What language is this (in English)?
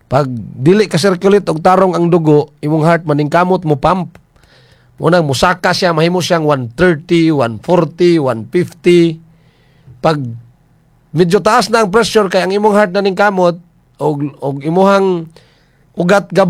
Cebuano